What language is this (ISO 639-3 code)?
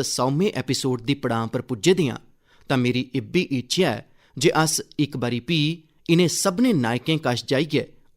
doi